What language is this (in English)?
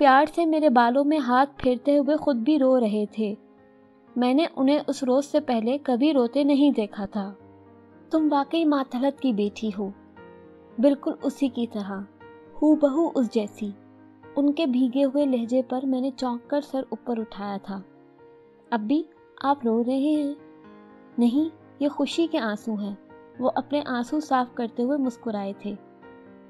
Urdu